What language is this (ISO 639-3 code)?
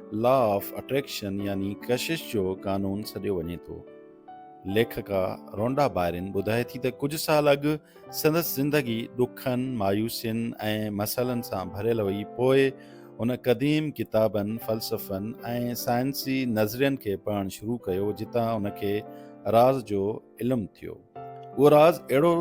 snd